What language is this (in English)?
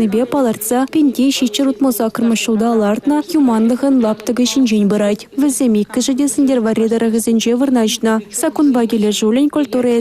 Chuvash